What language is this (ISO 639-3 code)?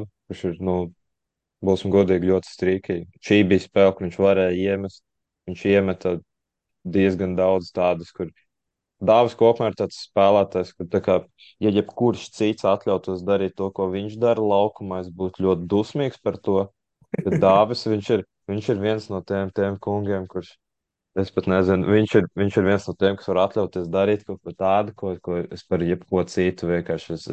lav